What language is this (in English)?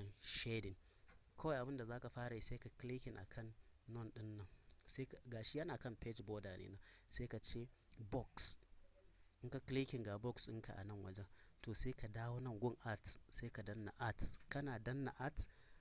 Hausa